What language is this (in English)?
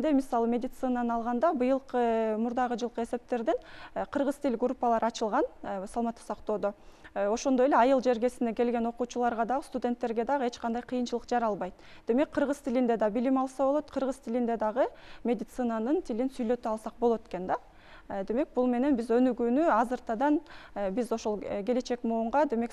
Kyrgyz